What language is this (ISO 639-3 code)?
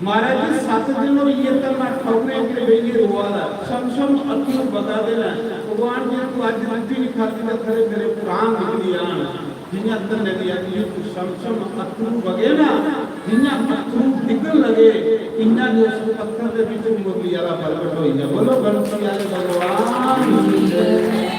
doi